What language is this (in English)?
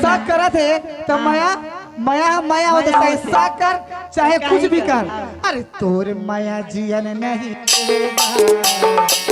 Chhattisgarhi